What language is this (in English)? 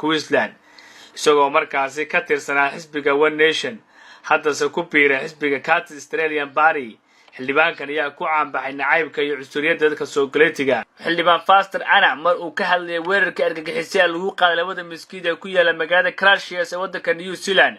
Somali